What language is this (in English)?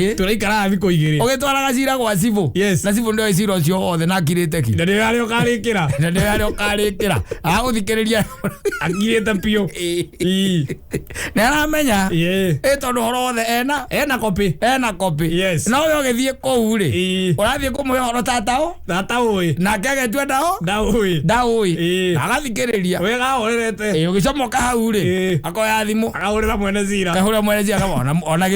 Kikuyu